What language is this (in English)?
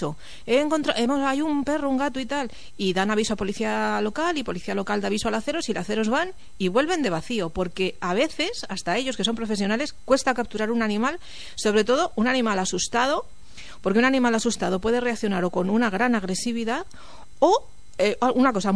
Spanish